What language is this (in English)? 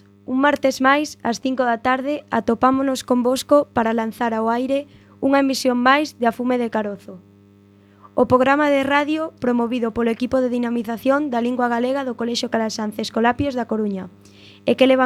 Galician